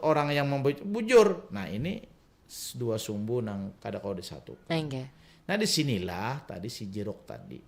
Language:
Banjar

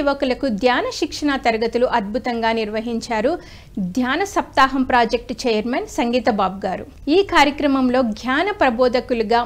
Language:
Telugu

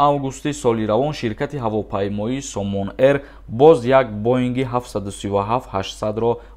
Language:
Tajik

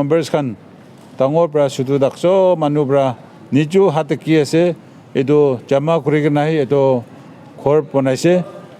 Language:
Naga Pidgin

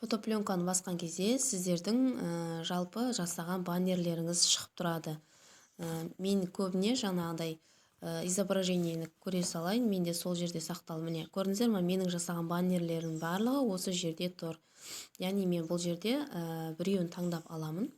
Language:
Kazakh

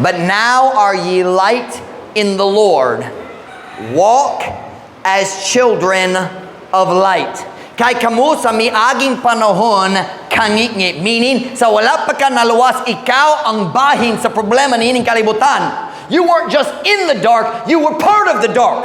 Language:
Cebuano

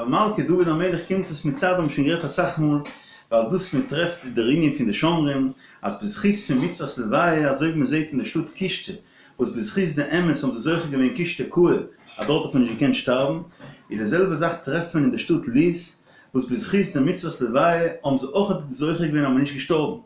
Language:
Yiddish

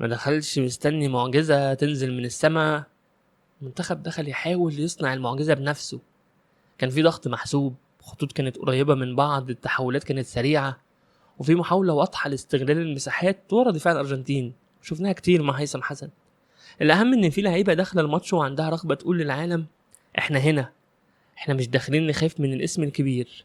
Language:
Egyptian Arabic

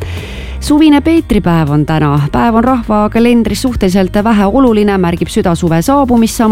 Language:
Estonian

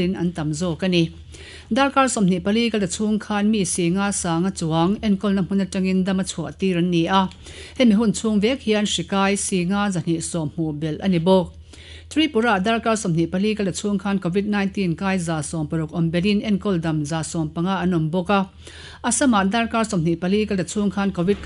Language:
Mizo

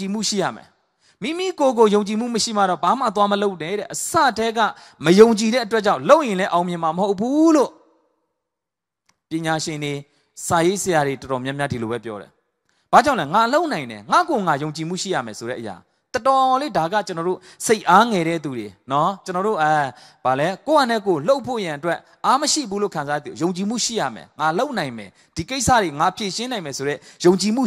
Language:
Burmese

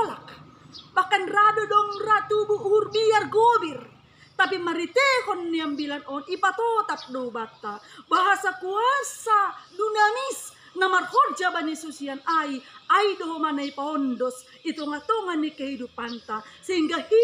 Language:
Batak Simalungun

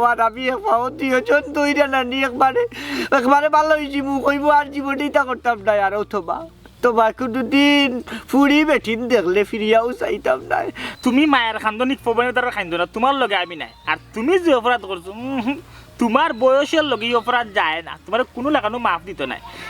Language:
Sylheti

